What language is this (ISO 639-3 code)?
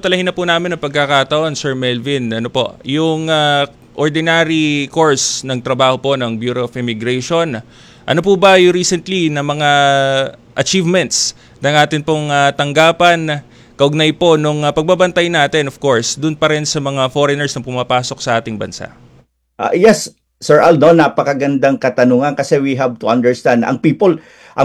fil